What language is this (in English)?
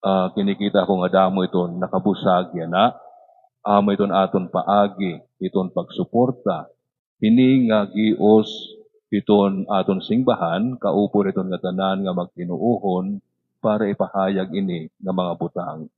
Waray